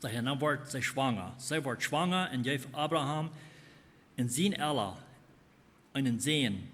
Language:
Plautdietsch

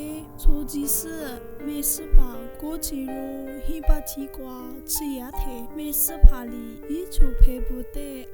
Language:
Lisu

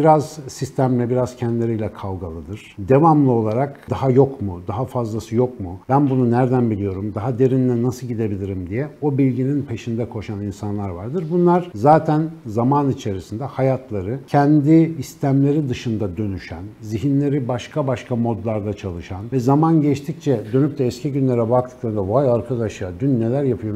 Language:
Turkish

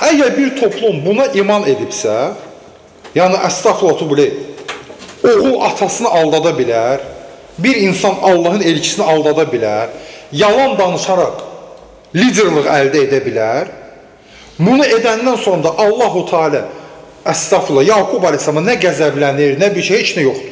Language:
Azerbaijani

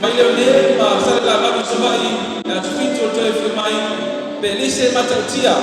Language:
Samoan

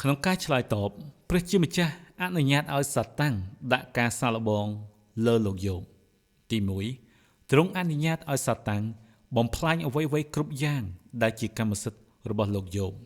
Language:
Khmer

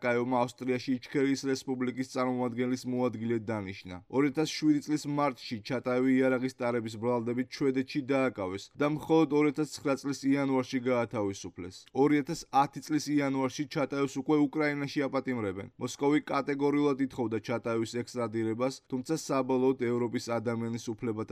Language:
Georgian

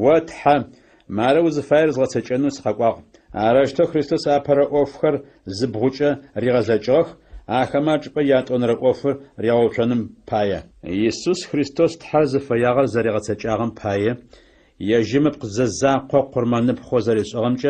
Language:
Adyghe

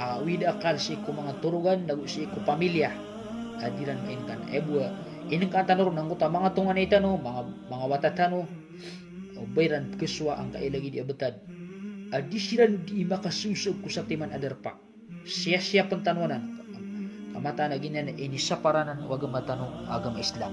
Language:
Maranao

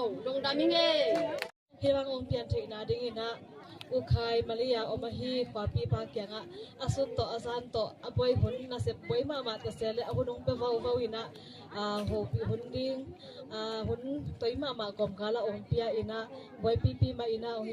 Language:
Tedim Chin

